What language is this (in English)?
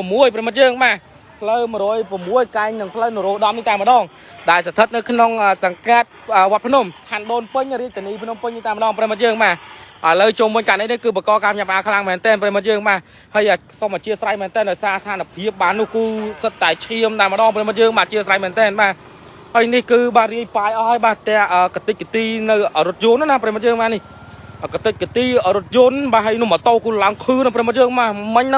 Khmer